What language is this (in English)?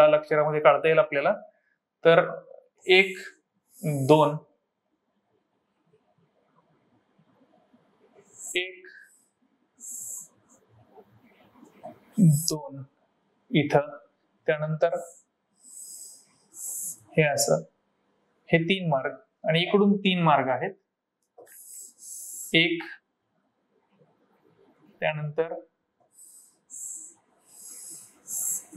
Marathi